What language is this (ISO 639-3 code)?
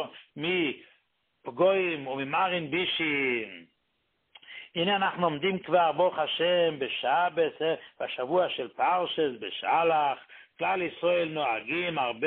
heb